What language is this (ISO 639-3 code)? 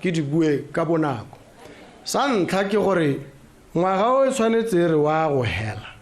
tsn